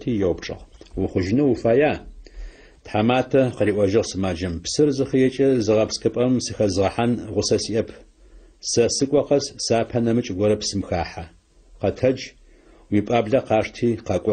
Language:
Adyghe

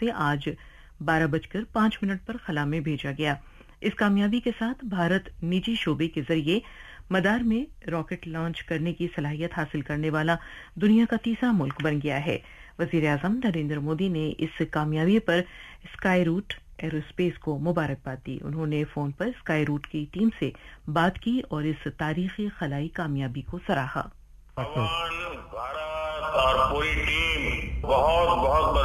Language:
Urdu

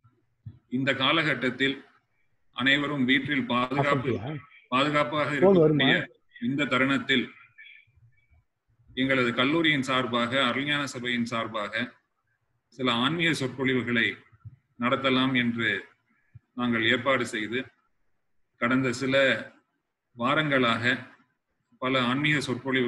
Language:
Tamil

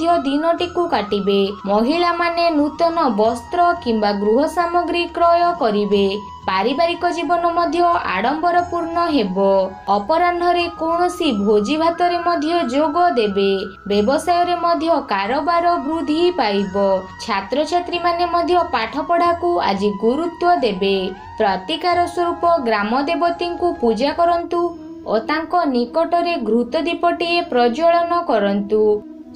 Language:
Odia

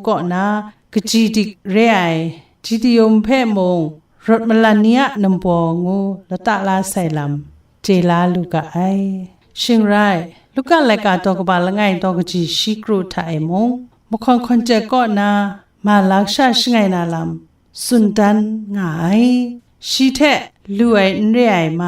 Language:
Kachin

